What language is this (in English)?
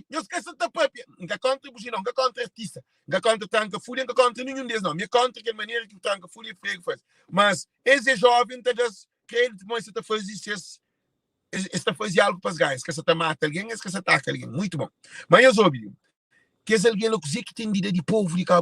Kabuverdianu